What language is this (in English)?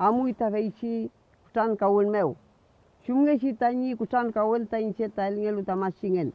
Mapuche